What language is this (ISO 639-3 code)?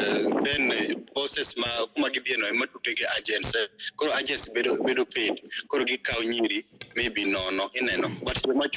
luo